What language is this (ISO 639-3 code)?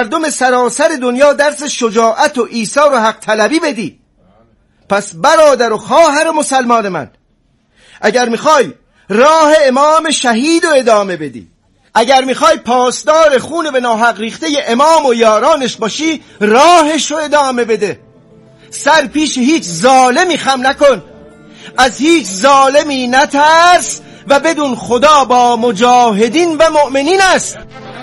fas